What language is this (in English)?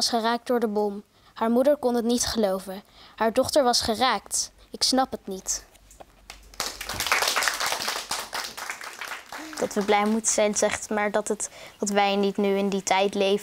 Dutch